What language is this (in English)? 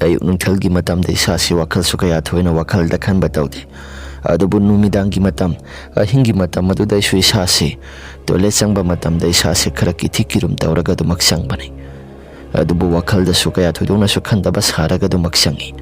Manipuri